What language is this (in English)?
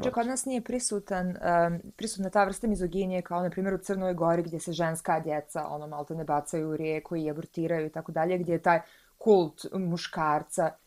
Bosnian